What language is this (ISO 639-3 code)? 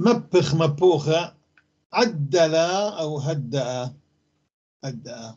apc